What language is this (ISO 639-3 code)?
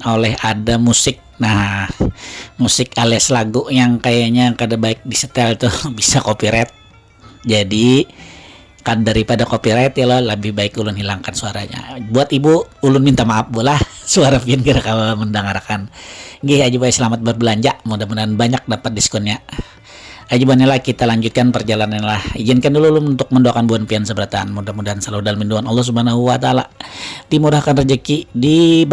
bjn